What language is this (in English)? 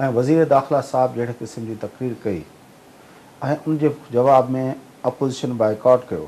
Sindhi